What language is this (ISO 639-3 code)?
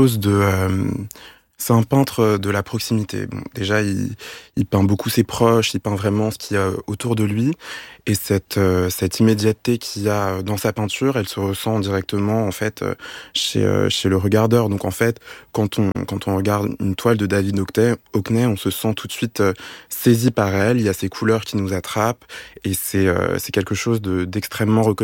fra